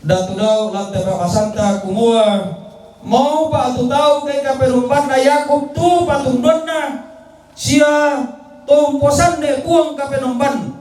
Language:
Toraja-Sa'dan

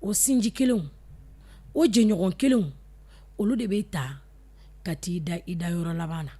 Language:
Bambara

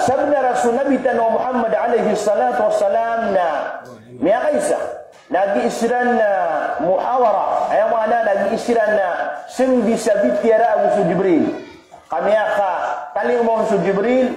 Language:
Maranao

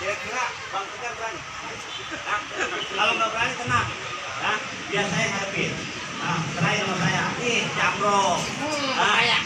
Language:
Betawi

